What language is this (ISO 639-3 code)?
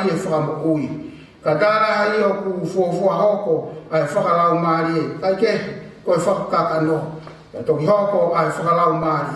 ton